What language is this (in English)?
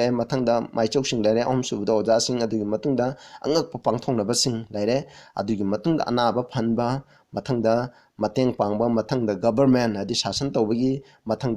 Manipuri